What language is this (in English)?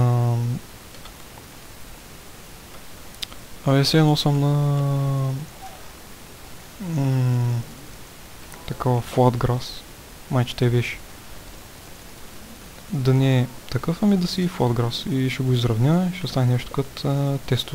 Bulgarian